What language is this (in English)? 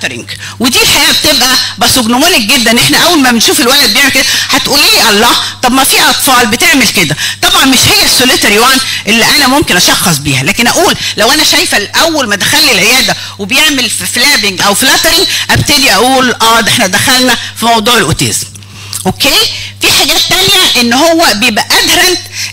Egyptian Arabic